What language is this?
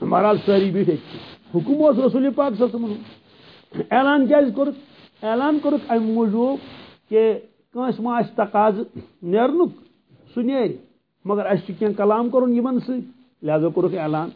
Kashmiri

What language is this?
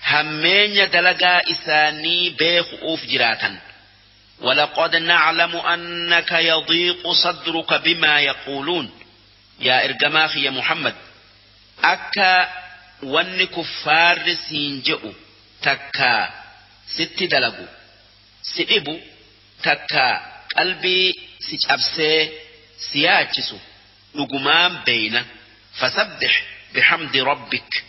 Oromo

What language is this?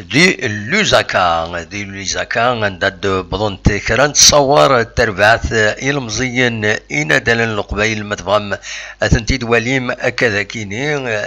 Kabyle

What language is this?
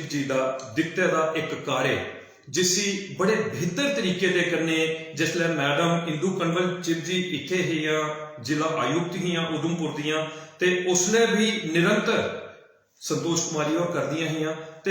Dogri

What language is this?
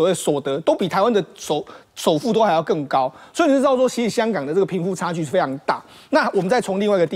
Chinese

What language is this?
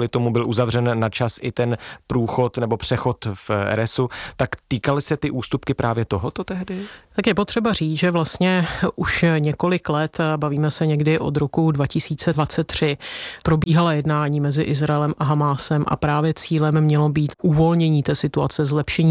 Czech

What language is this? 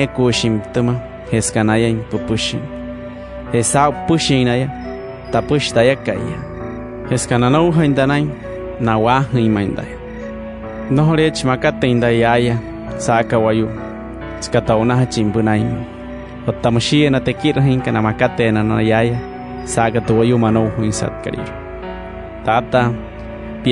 Wayuu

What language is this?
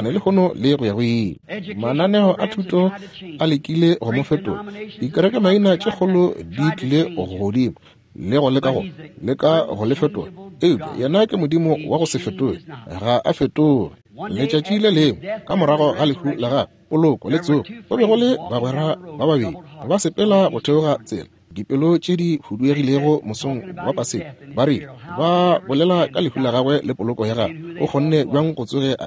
Northern Sotho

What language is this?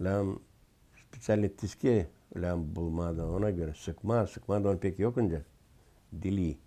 Gagauz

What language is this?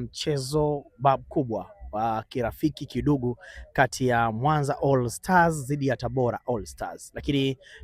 Swahili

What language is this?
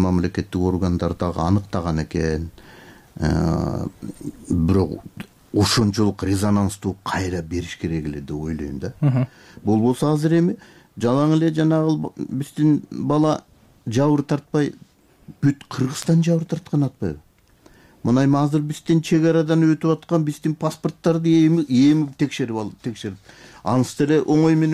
Kyrgyz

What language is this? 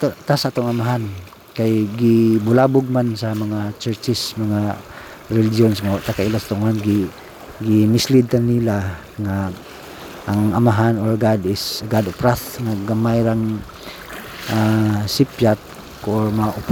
Cebuano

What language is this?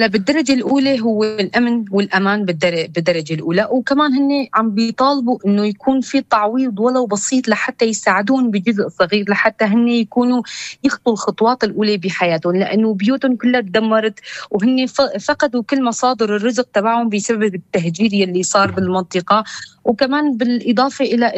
North Levantine Arabic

